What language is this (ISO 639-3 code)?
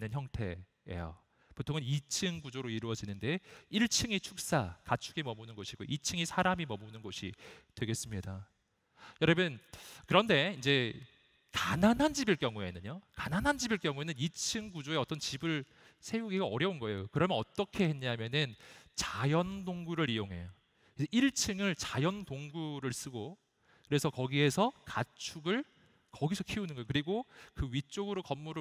kor